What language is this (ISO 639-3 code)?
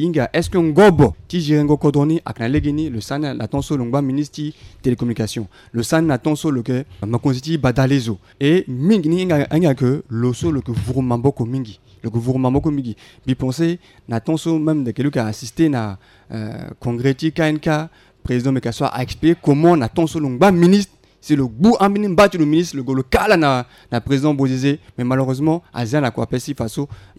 sag